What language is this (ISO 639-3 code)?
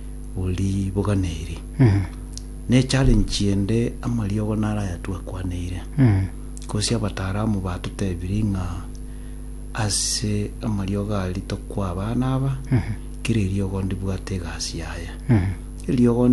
guz